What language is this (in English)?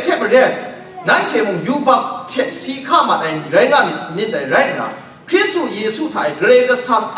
Kachin